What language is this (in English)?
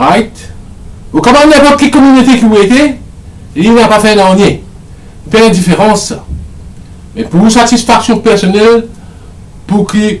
Morisyen